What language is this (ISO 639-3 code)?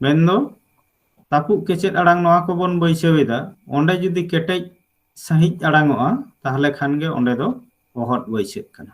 sat